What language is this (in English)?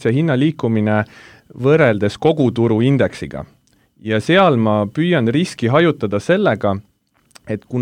Estonian